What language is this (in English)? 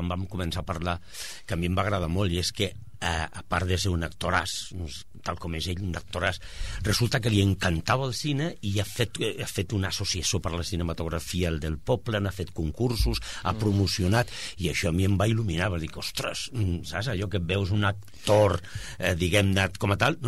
Catalan